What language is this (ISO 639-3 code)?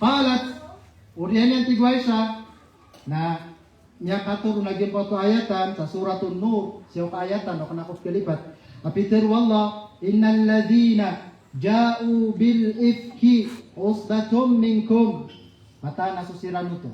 mrw